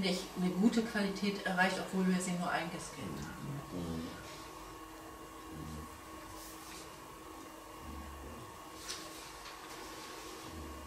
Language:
German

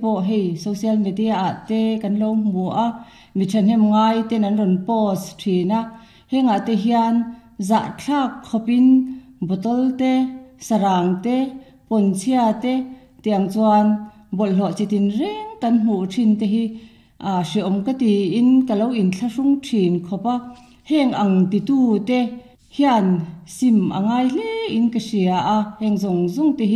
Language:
Mizo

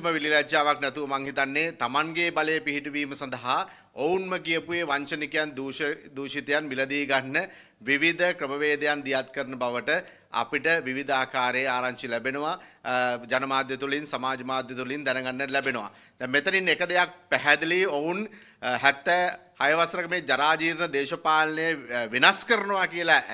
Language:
Sinhala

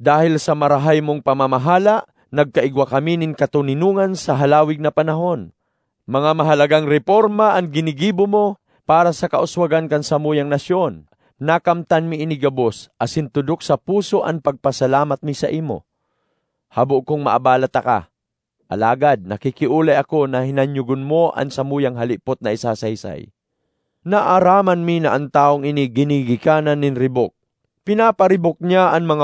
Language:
Bikol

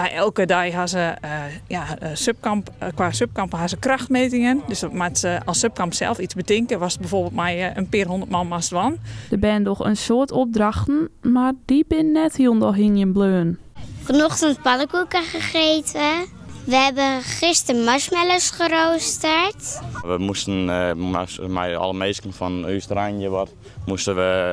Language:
Western Frisian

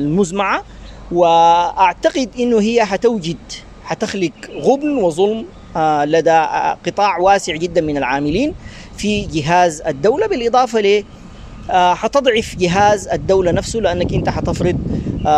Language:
Sudanese Arabic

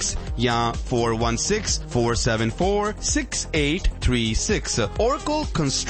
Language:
Punjabi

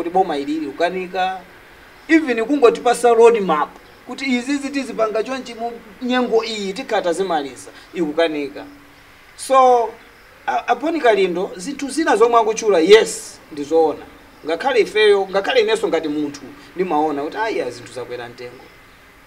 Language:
Nyanja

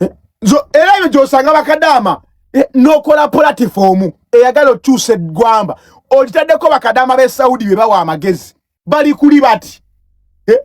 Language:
Ganda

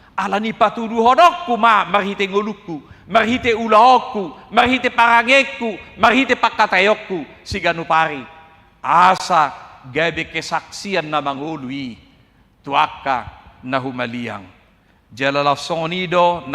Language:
Batak Toba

